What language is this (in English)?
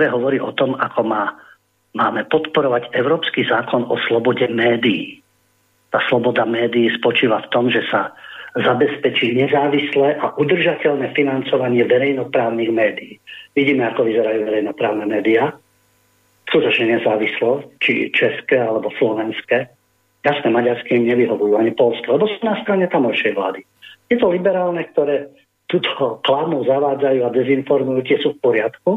Slovak